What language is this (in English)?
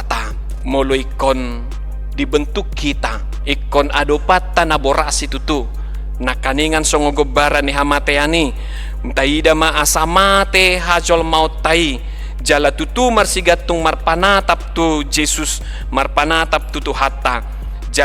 Batak Toba